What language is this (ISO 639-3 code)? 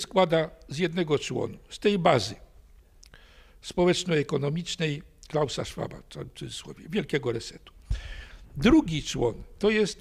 pol